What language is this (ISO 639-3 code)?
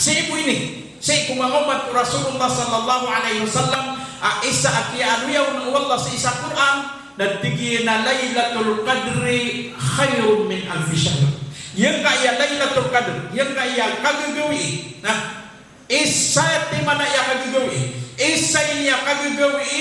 mrw